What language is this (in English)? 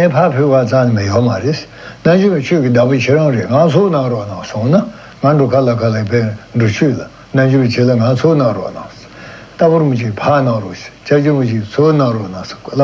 Tibetan